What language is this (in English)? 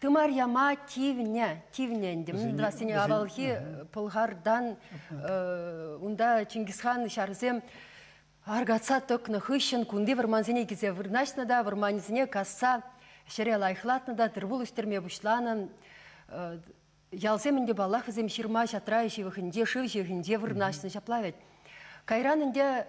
Chuvash